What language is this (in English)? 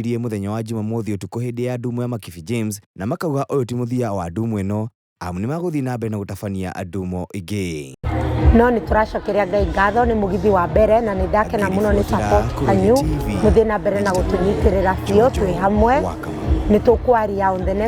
Kikuyu